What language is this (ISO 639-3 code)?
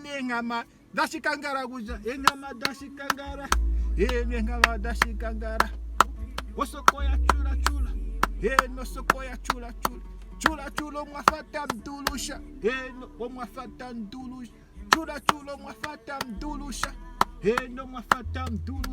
ndo